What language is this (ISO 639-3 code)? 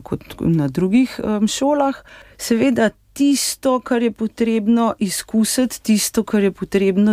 slv